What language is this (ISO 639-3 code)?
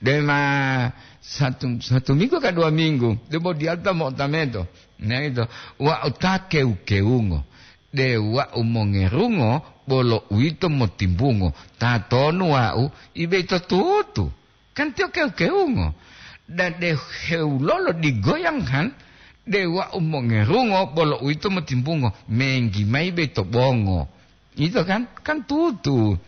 gor